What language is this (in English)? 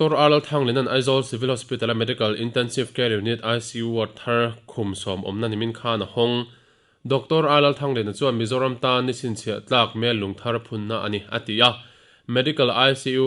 Mizo